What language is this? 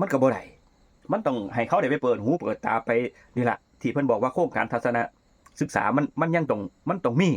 Northeastern Thai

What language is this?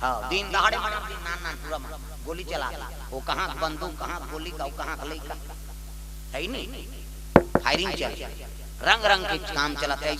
Chhattisgarhi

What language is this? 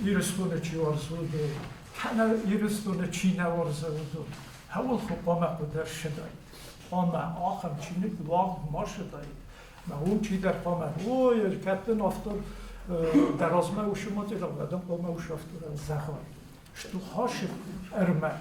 Ossetic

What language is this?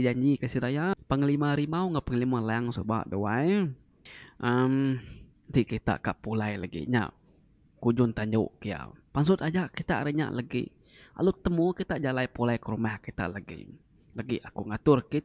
Iban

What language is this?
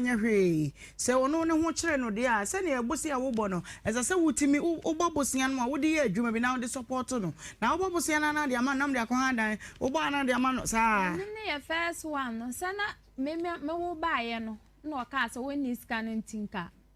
Akan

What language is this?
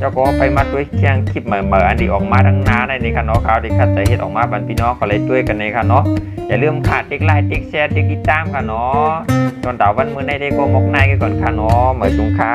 Shan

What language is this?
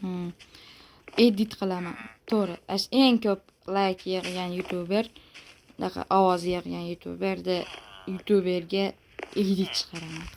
Uzbek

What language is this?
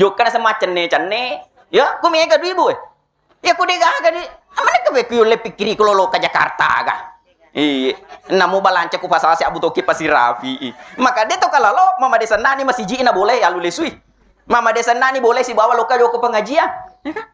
Buginese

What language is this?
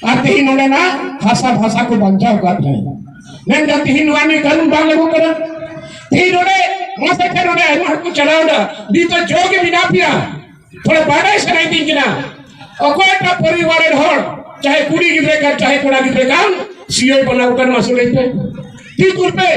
Santali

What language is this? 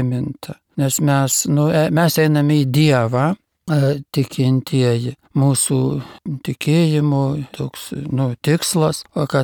Lithuanian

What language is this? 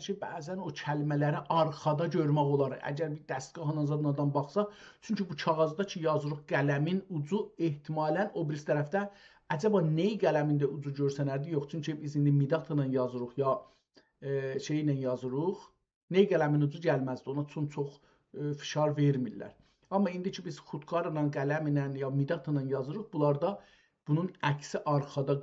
South Azerbaijani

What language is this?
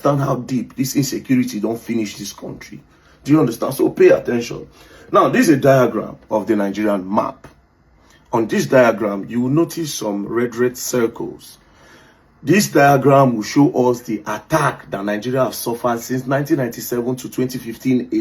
Nigerian Pidgin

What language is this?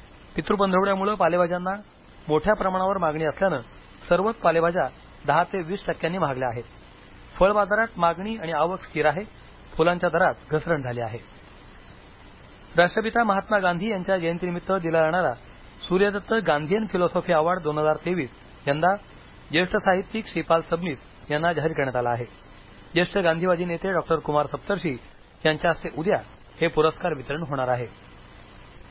Marathi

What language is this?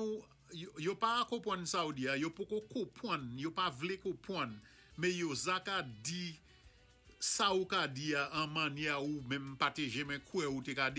Saint Lucian Creole French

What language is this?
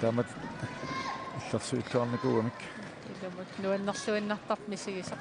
Kalaallisut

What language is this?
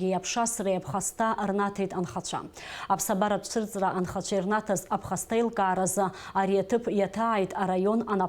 Abkhazian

